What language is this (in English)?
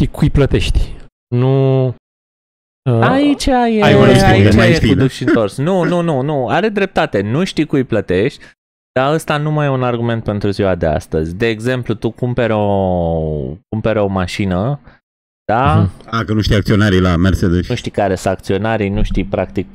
Romanian